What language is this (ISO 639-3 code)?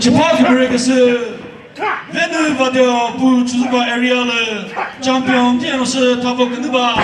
nri